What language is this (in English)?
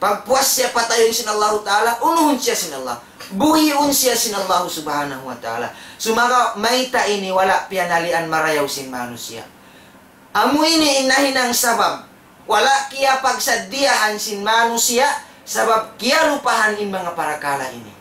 Tausug